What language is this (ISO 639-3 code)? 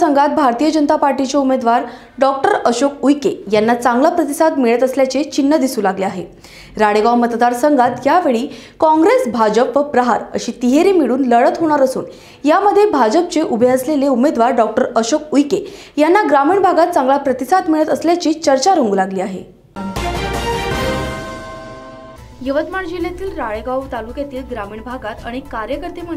mar